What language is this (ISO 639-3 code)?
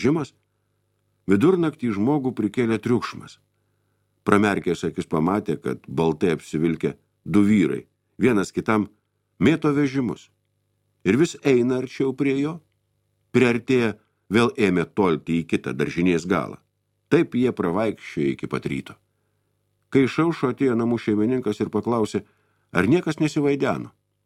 lit